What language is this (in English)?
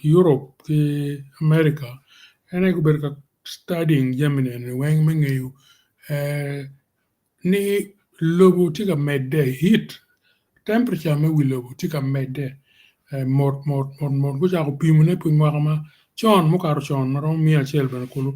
Acoli